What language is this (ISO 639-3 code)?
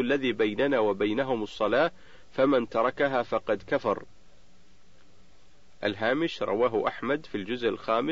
ara